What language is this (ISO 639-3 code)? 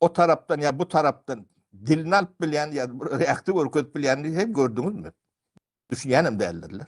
tuk